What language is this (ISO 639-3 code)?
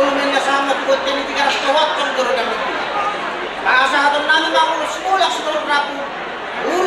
bbc